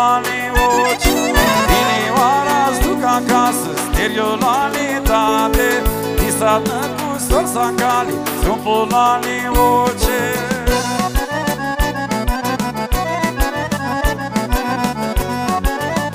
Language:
Romanian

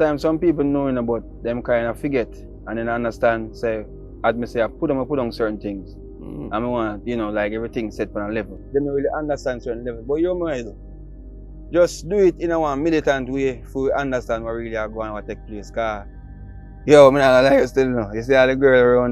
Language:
Jamaican Creole English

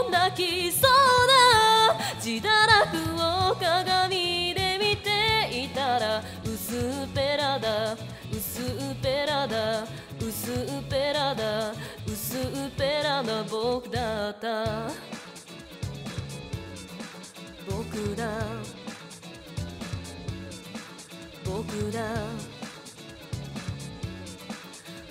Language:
Japanese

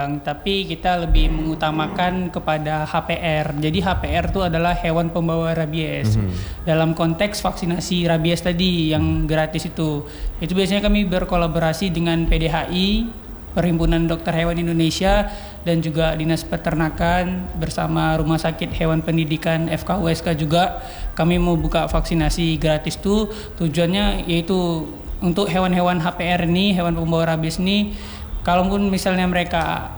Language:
Indonesian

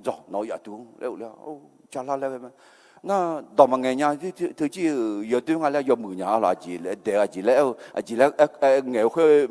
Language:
Akha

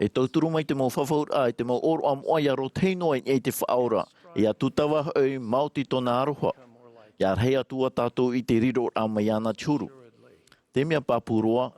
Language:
Tahitian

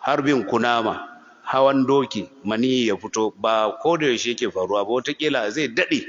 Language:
Hausa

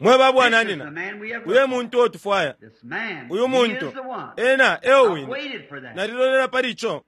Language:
Bemba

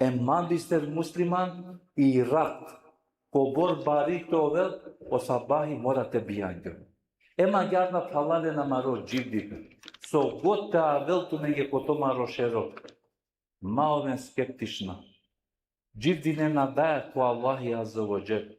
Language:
Balkan Romani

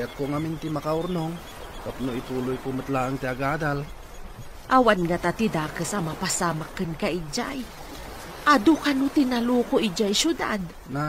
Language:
Iloko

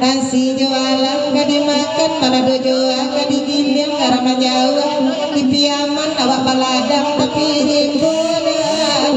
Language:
Minangkabau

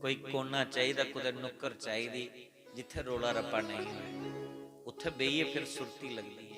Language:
Dogri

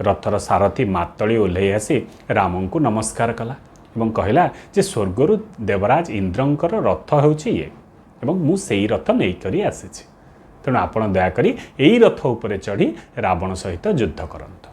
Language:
Odia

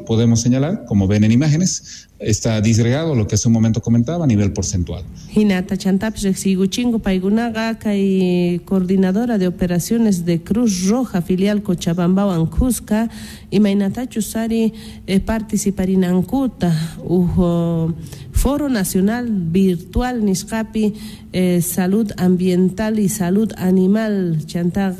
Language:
South Bolivian Quechua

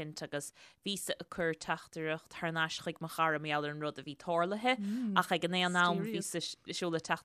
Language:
Irish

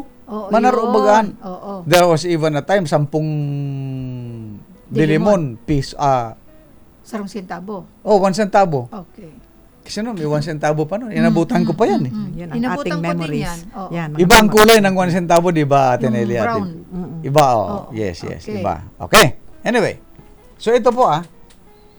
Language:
Filipino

